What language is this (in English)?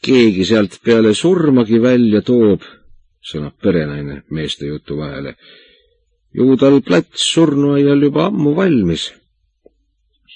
Estonian